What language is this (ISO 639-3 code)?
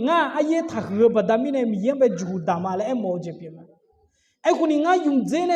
ahk